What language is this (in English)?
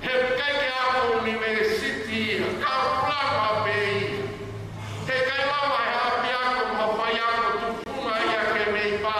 Tongan